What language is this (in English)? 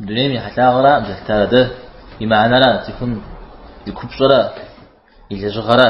Kabardian